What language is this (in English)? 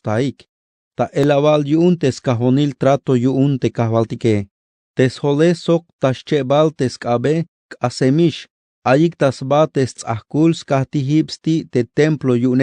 Tzeltal